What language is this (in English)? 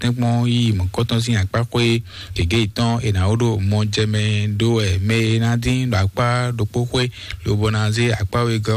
Fon